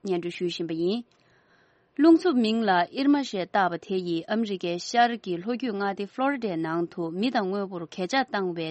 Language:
Tibetan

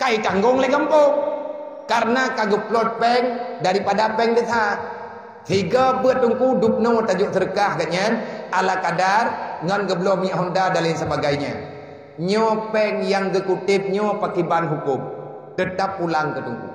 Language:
Achinese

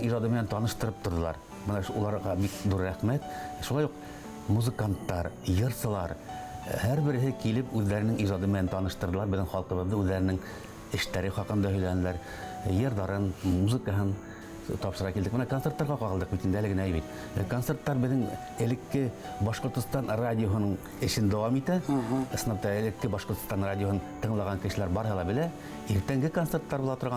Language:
Bashkir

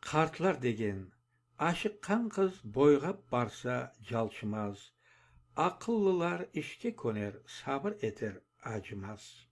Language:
Crimean Tatar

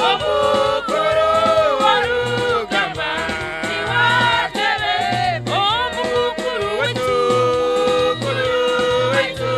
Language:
Nyankole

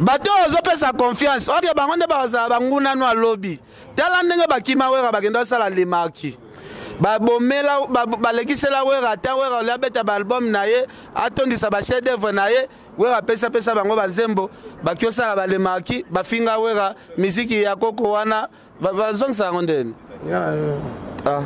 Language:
Lingala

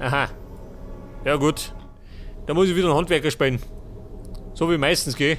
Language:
Bavarian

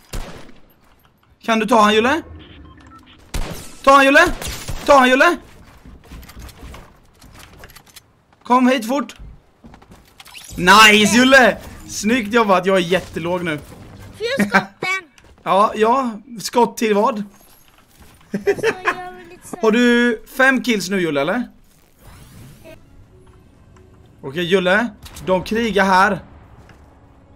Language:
Swedish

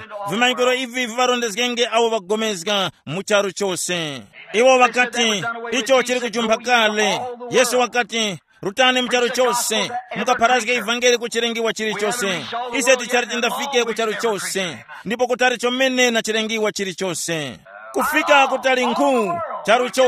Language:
Tumbuka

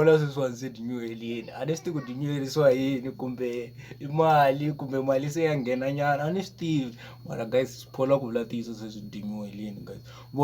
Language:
Tsonga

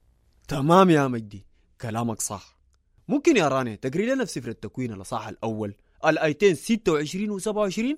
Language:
Sudanese Arabic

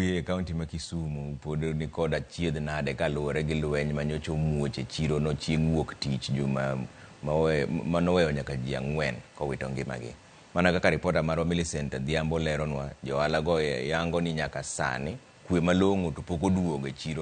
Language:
Luo (Kenya and Tanzania)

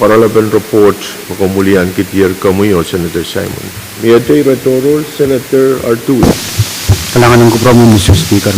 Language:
Pohnpeian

